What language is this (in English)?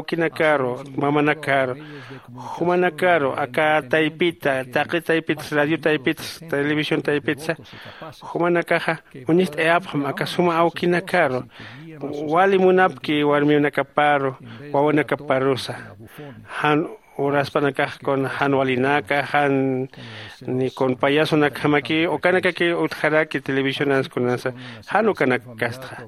Aymara